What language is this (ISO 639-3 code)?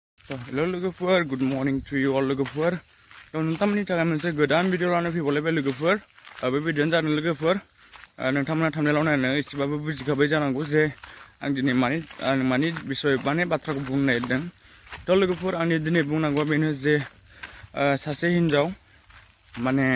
brx